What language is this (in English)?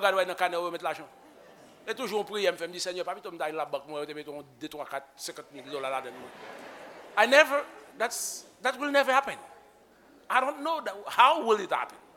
Haitian Creole